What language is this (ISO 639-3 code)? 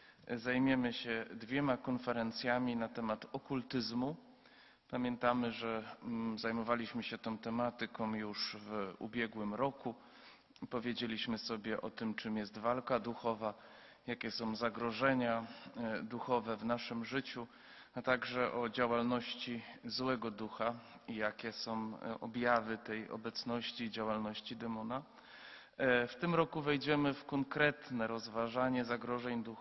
pol